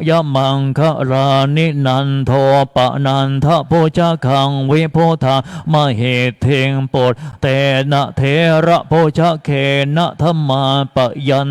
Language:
Pali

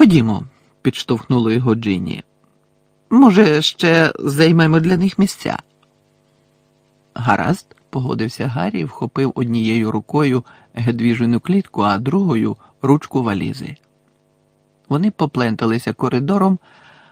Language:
Ukrainian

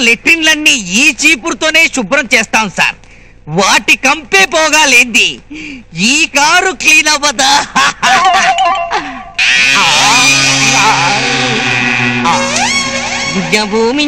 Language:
Telugu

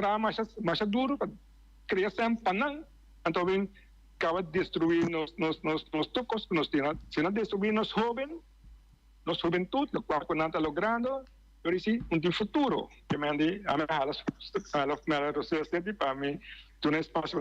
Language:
Papiamento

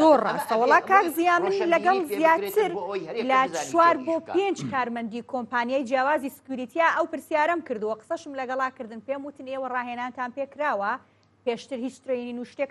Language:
Central Kurdish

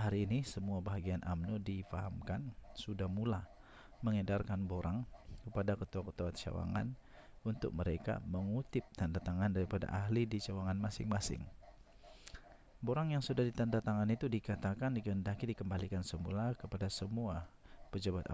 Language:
Malay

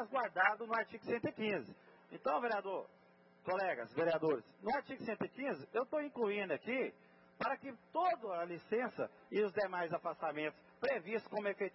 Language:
Portuguese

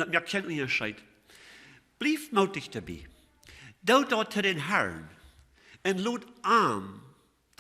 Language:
Plautdietsch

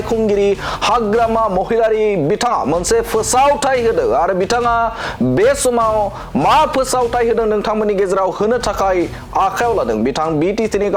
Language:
Bodo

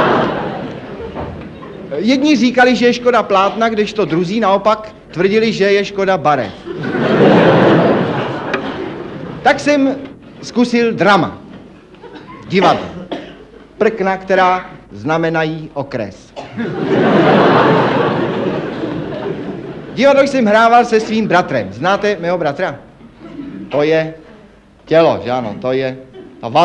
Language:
Czech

